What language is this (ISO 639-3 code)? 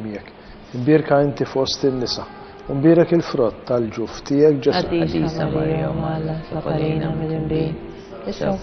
mlt